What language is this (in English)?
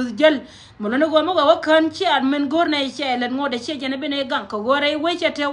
Nuer